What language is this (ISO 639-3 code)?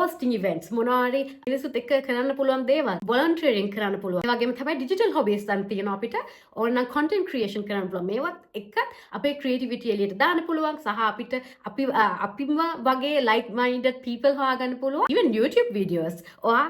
sin